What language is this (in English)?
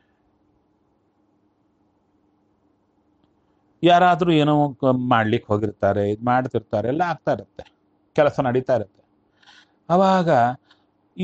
Kannada